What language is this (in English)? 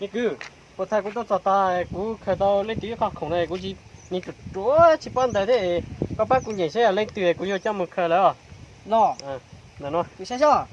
Hmong